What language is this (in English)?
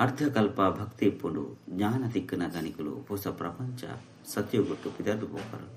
Tulu